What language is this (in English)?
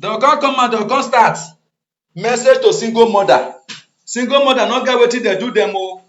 Nigerian Pidgin